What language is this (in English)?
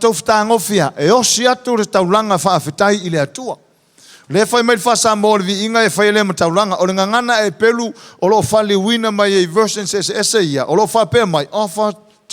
Samoan